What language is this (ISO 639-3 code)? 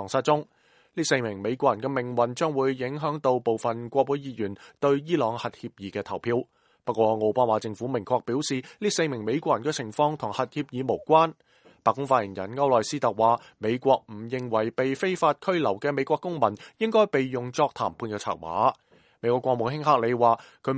yue